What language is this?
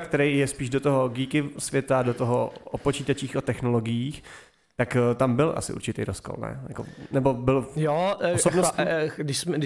Czech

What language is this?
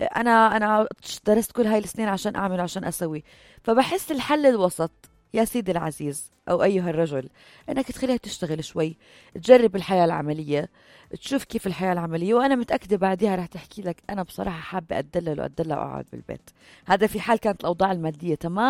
North Levantine Arabic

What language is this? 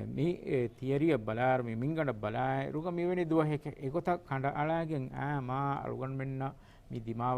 Divehi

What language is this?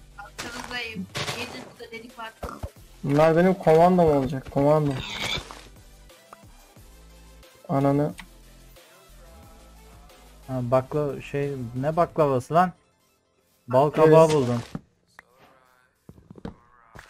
Turkish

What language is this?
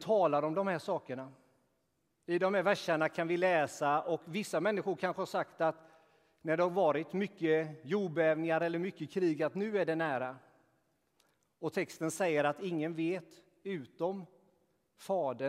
Swedish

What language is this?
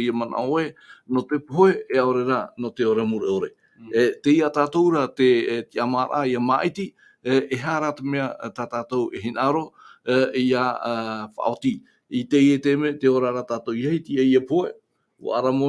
Tahitian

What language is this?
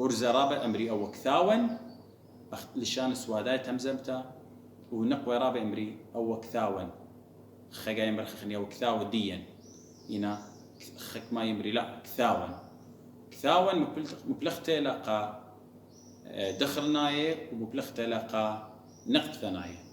Assyrian Neo-Aramaic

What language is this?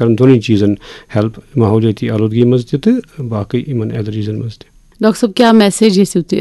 Kashmiri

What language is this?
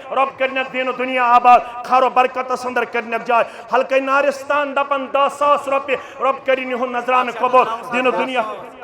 Kashmiri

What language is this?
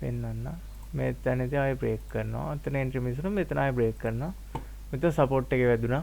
Sinhala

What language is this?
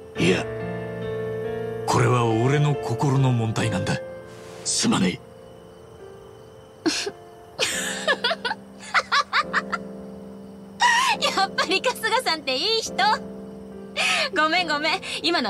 Japanese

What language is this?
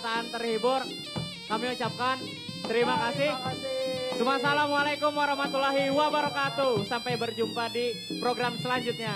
Banjar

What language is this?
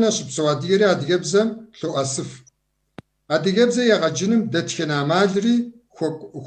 Kabardian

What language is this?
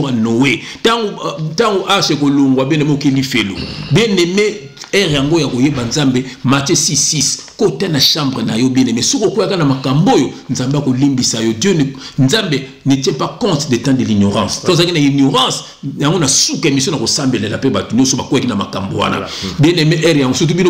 Lingala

